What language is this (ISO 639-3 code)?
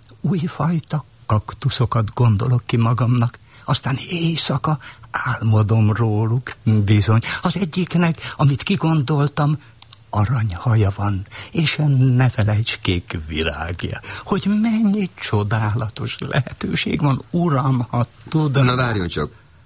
hun